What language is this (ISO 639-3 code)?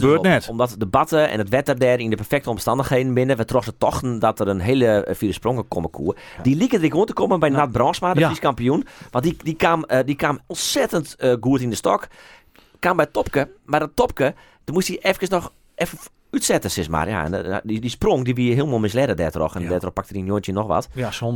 fry